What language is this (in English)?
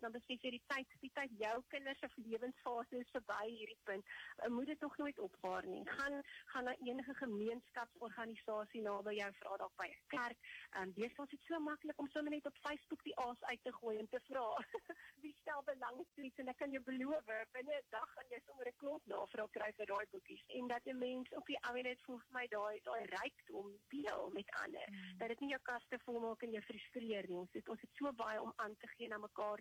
Afrikaans